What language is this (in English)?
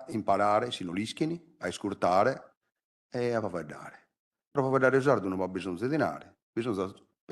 Sardinian